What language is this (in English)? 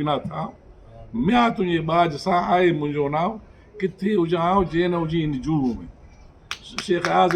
Brahui